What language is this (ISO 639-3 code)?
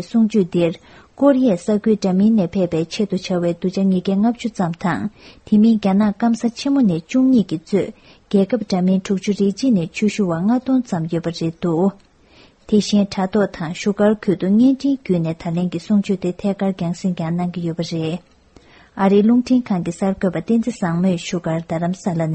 bod